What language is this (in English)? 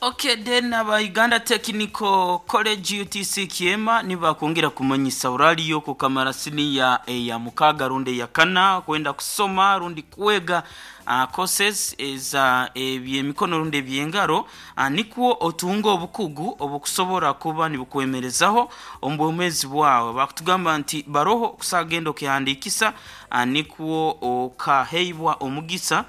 Nyoro